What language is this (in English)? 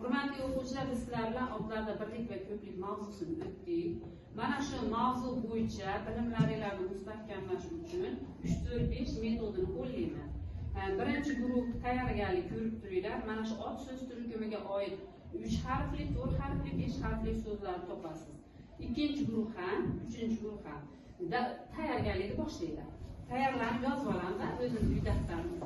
Uzbek